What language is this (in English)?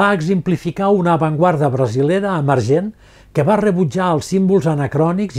Catalan